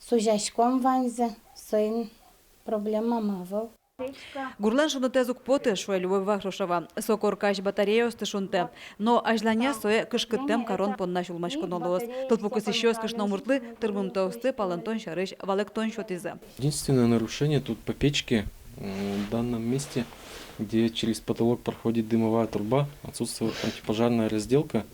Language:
Udmurt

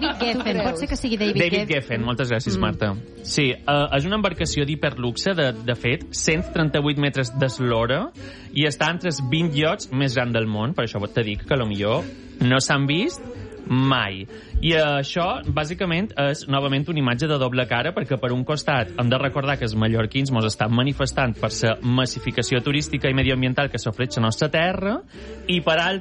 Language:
Catalan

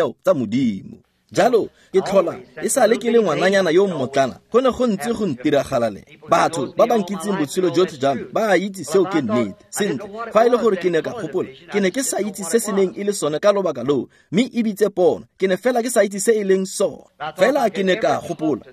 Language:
Tswana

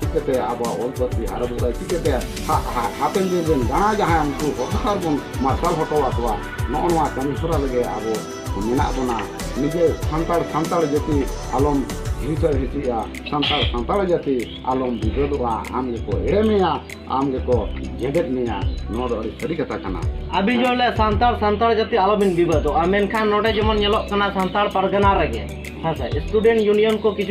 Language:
Santali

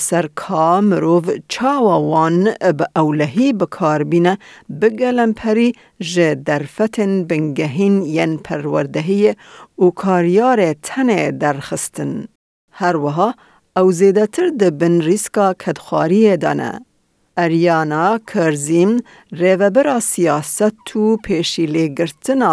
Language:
Kurdish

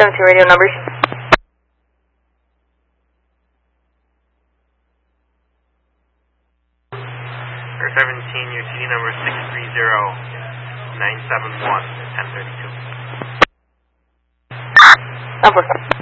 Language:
English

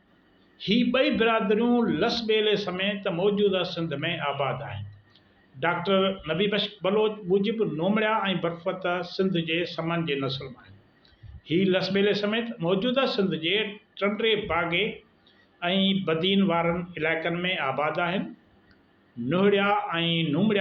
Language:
Sindhi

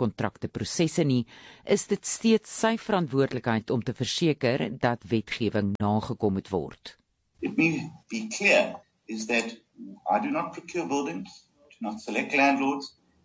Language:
Afrikaans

